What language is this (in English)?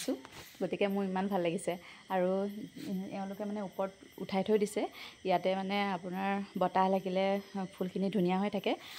Assamese